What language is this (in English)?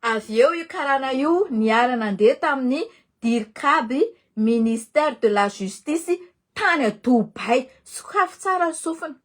Malagasy